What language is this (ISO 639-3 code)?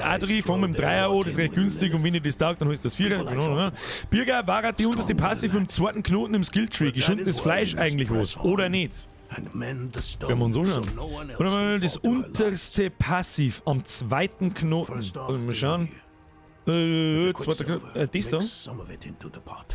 bar